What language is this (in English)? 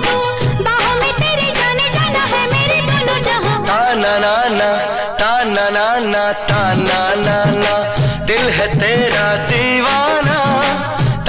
Hindi